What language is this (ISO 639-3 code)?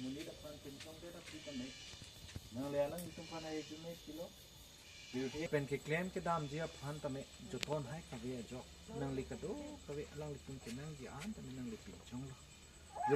mjw